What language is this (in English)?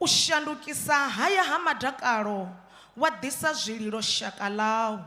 Venda